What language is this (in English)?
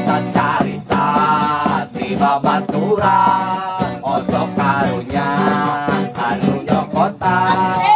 Sundanese